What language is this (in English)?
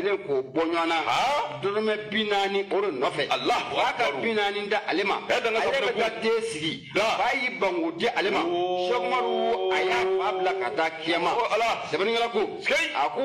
Bambara